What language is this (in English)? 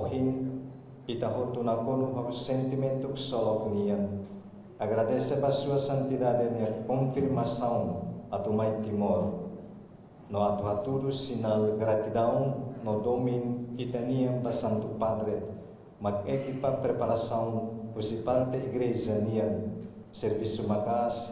Tetum